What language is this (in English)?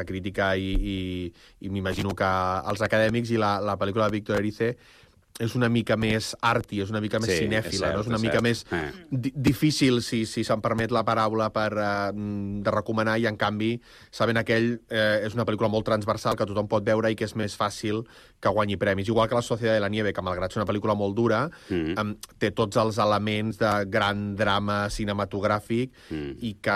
Catalan